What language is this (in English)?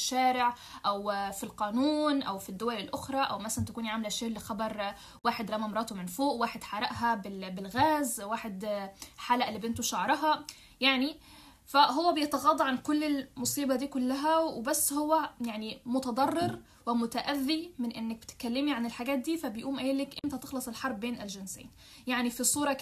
Egyptian Arabic